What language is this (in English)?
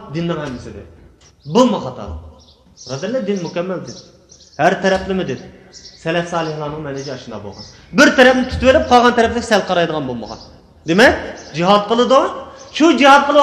Uyghur